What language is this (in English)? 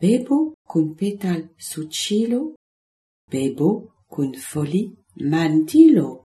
Esperanto